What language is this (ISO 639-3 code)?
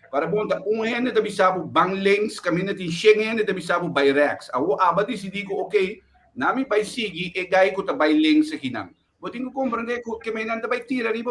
pap